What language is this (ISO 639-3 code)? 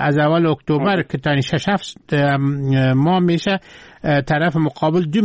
fas